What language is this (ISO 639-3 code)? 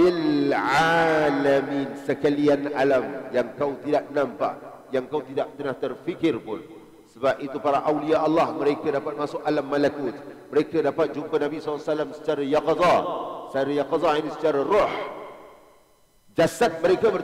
msa